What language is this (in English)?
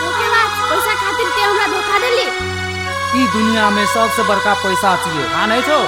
Maithili